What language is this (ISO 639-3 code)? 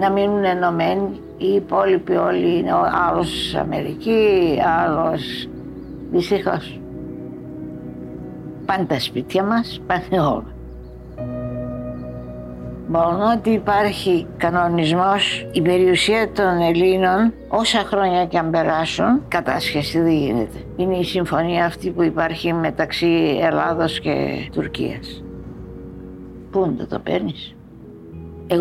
ell